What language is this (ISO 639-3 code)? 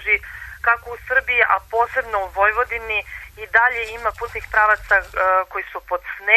srp